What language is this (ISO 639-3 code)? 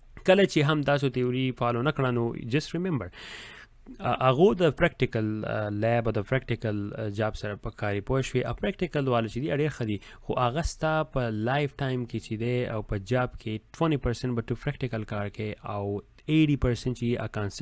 pus